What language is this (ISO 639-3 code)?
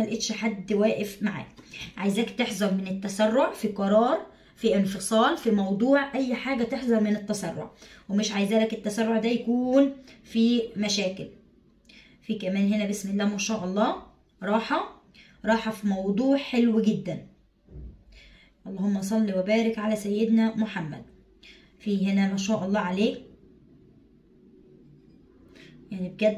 arz